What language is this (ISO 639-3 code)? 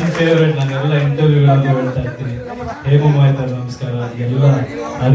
kan